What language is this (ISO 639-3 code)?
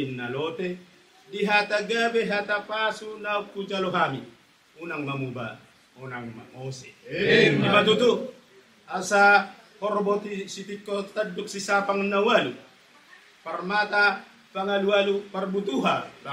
bbc